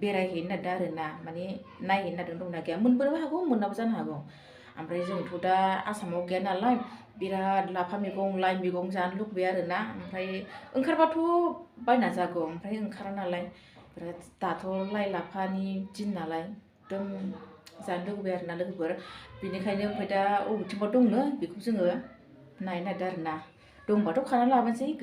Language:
Bodo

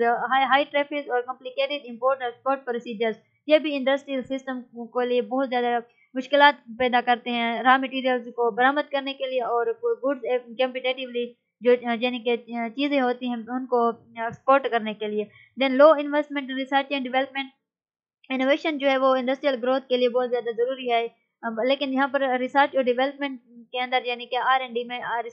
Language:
Urdu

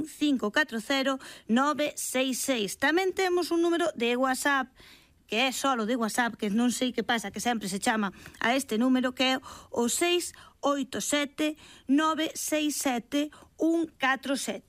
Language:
Galician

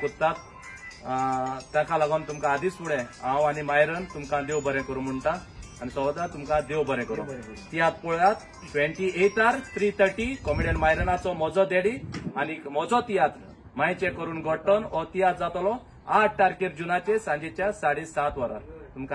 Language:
Konkani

